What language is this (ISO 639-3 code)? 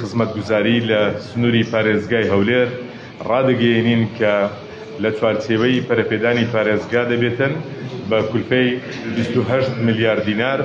ckb